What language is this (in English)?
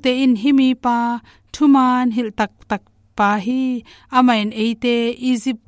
Tedim Chin